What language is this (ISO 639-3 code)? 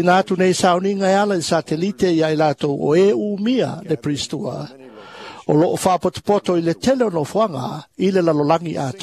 smo